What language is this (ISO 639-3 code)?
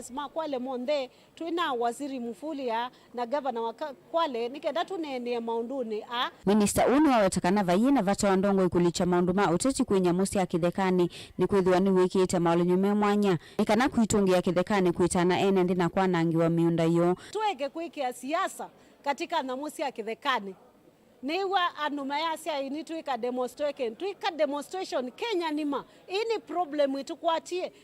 kam